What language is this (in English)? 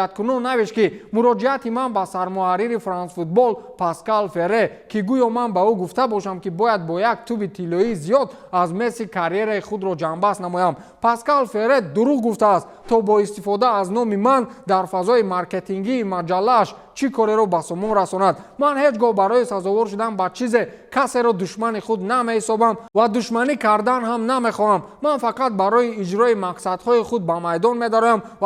Tajik